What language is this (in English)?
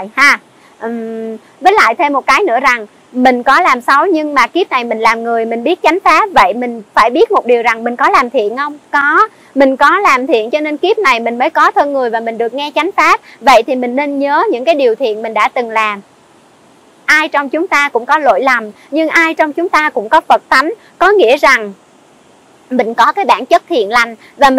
Vietnamese